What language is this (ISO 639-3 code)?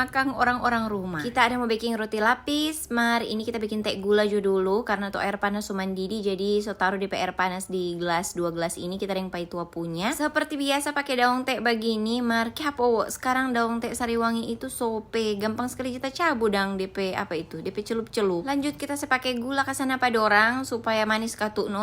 xmm